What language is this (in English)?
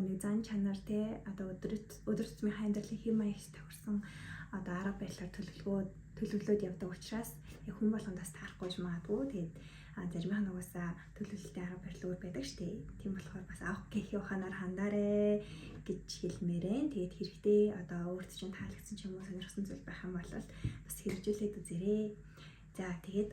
Mongolian